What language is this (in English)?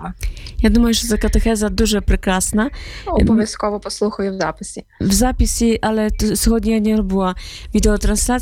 Ukrainian